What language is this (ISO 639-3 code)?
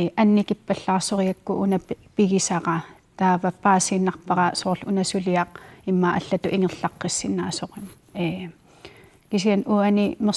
kal